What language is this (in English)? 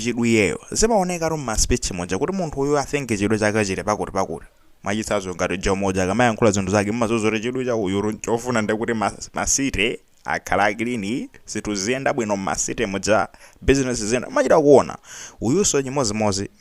Nyanja